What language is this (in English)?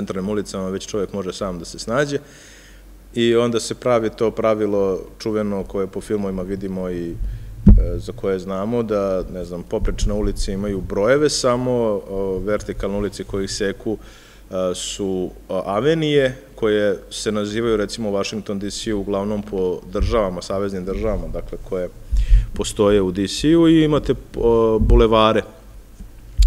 Serbian